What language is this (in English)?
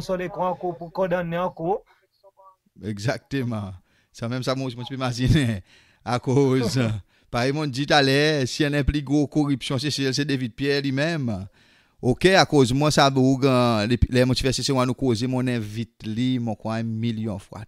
Seselwa Creole French